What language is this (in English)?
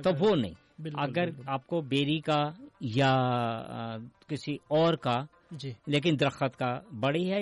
Urdu